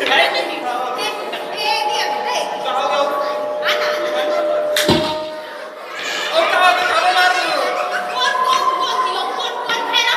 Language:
Chhattisgarhi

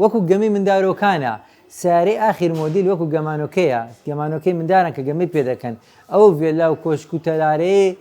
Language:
Central Kurdish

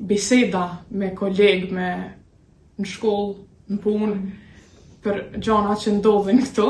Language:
Albanian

